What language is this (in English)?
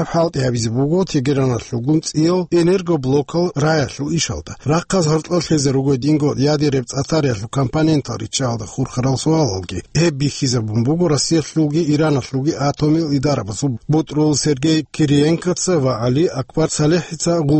Avaric